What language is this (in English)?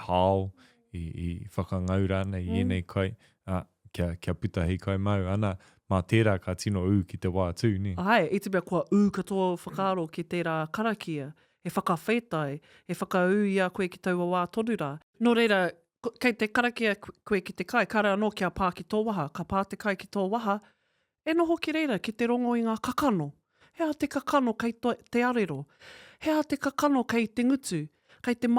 Māori